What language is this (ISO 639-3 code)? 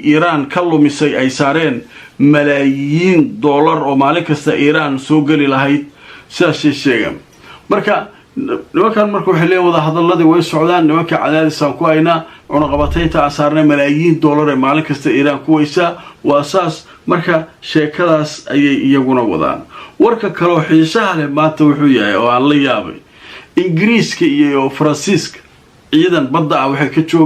som